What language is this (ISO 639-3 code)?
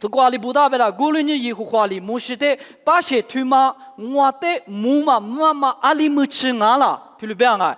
lis